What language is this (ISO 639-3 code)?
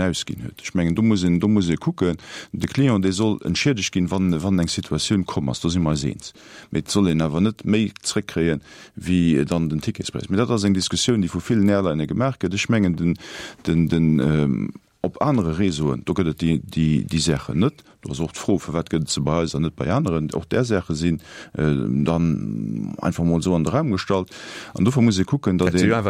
ltz